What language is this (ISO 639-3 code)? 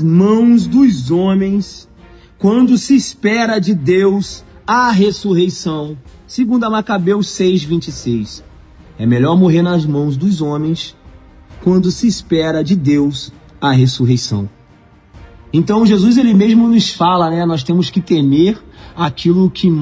por